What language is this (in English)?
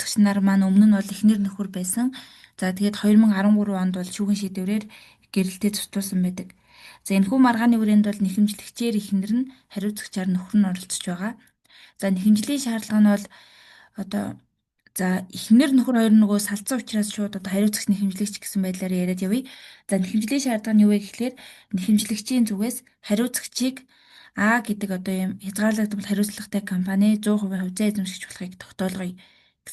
Mongolian